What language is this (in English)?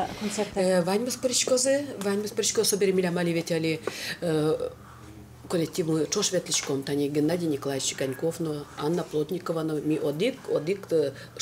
Udmurt